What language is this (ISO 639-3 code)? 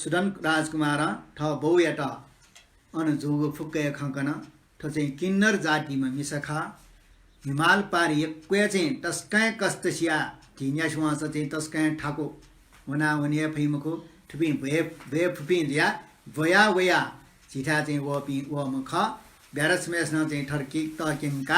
new